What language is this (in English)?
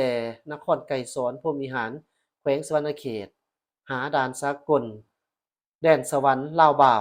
Lao